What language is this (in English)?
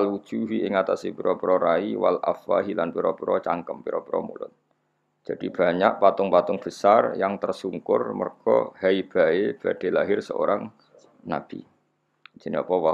Javanese